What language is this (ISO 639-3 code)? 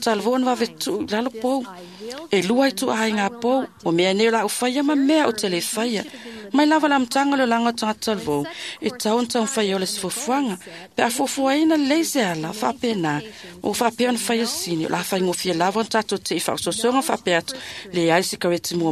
smo